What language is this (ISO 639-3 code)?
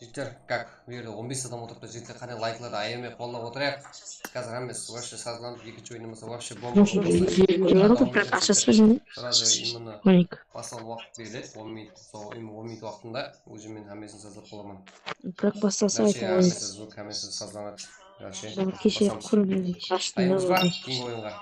kaa